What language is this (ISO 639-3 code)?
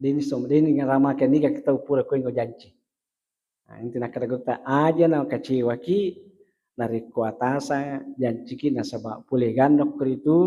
bug